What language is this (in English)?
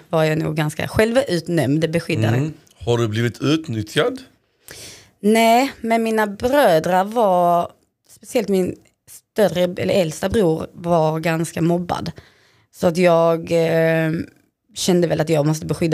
Swedish